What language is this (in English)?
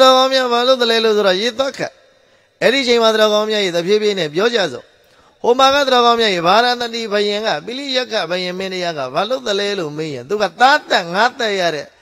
Burmese